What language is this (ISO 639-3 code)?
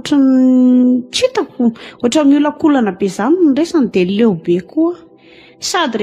mlg